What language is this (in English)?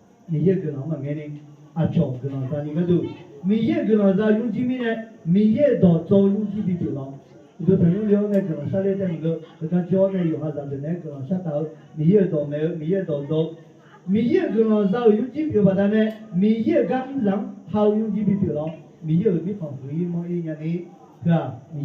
Akha